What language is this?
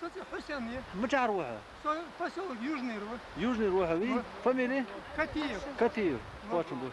Ingush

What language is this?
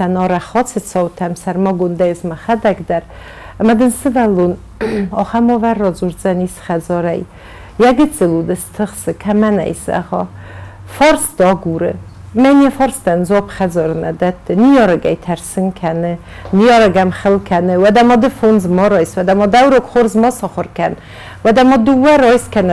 Ossetic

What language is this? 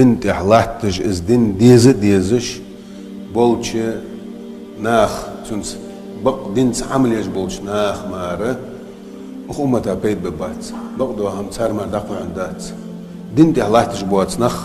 Chechen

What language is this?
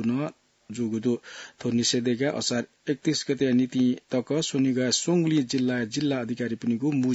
Newari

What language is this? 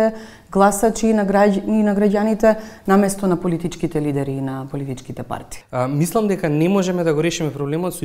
Macedonian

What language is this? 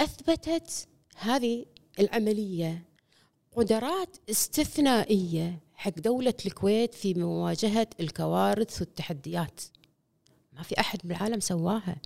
Gulf Arabic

